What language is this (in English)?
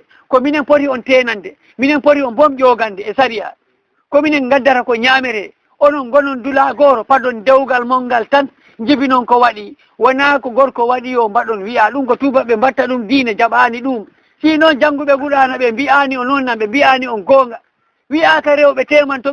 Fula